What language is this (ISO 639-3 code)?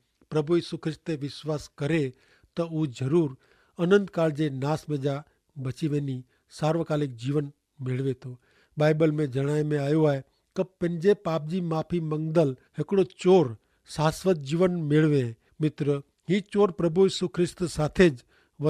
kfr